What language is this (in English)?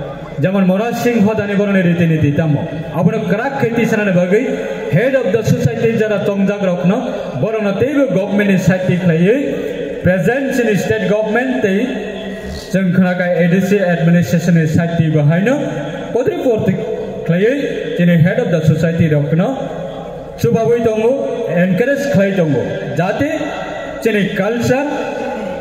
Kok Borok